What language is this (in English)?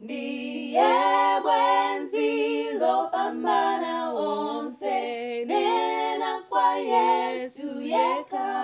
Nyanja